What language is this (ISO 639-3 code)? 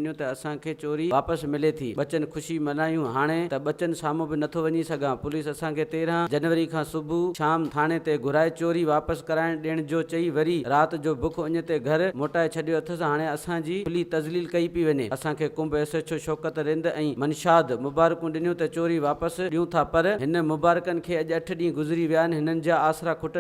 snd